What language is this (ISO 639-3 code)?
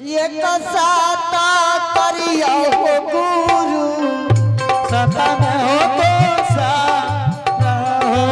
anp